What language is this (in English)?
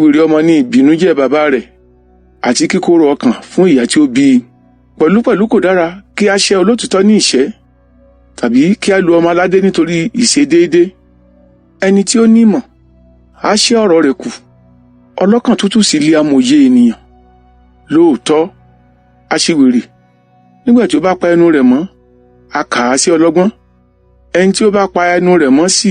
Yoruba